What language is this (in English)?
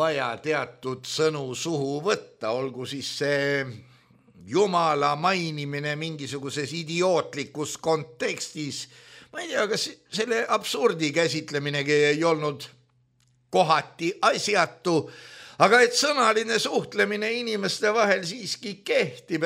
Estonian